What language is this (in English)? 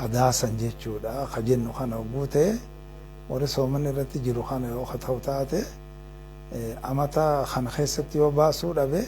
Oromo